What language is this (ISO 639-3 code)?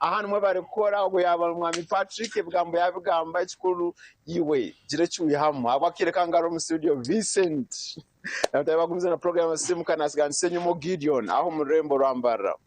nyn